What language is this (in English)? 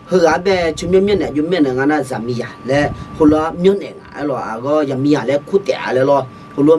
Akha